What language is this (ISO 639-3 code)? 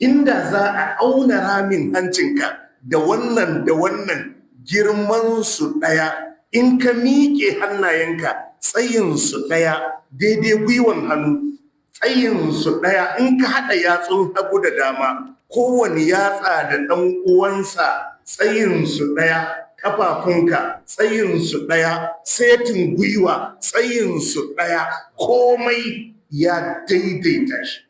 hau